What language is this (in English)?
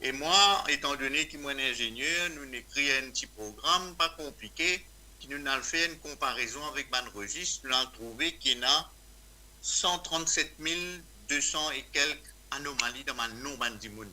Morisyen